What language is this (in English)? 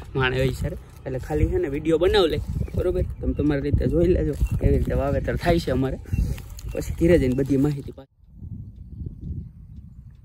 Gujarati